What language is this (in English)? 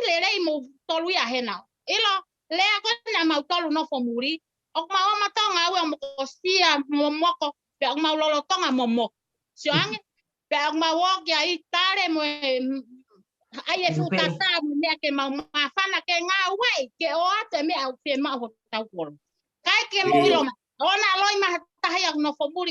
Tongan